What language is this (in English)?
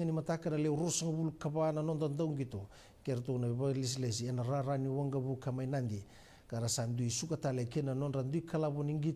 Fijian